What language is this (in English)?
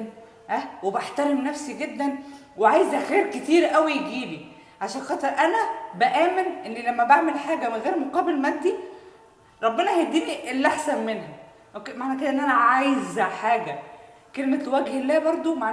Egyptian Arabic